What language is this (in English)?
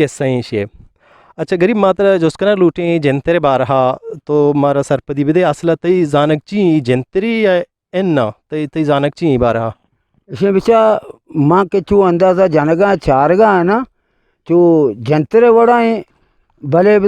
Eastern Balochi